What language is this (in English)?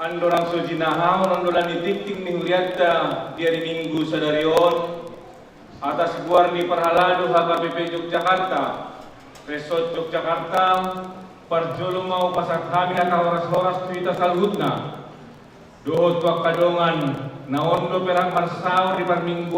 Batak Toba